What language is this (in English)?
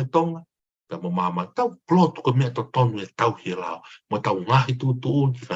Tongan